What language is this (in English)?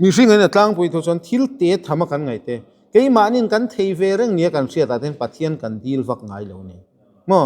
Mizo